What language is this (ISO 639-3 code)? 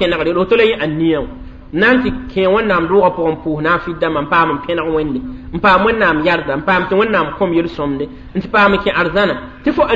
mos